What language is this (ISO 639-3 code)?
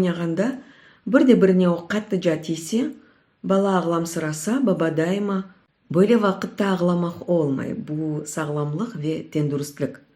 crh